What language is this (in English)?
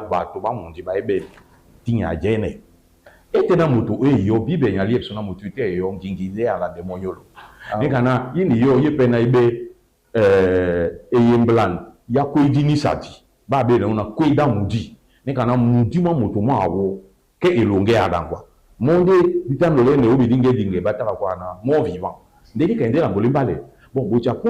Duala